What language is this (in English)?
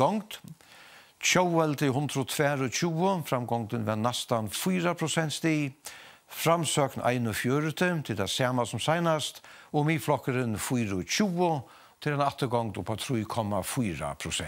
Faroese